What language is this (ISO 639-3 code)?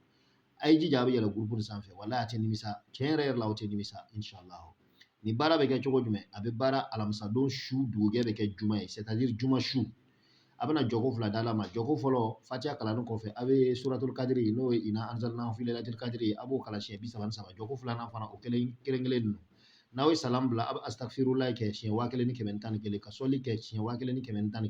bam